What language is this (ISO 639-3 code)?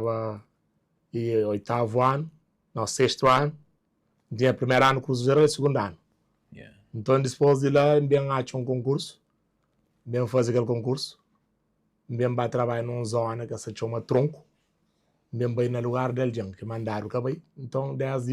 kea